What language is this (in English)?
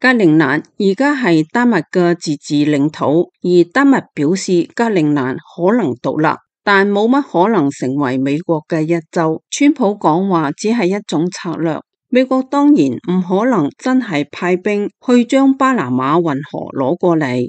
Cantonese